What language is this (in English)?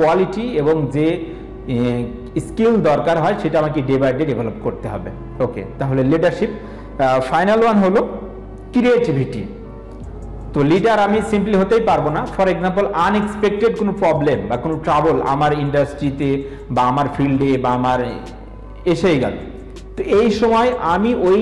Bangla